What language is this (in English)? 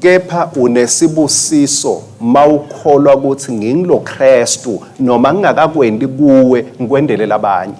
Swati